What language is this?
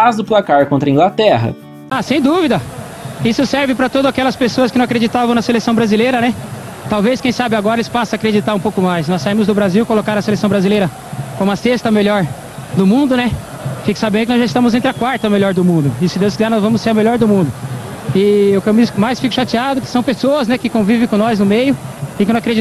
Portuguese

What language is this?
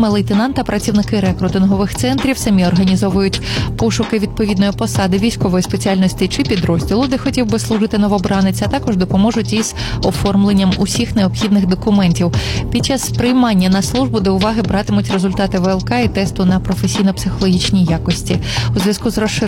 Ukrainian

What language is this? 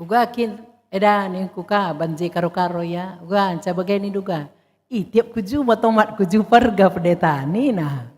Batak Karo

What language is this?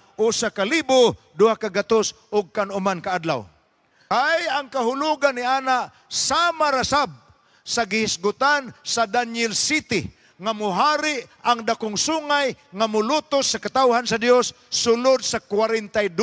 Cebuano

